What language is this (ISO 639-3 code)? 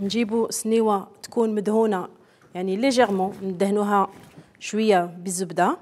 arq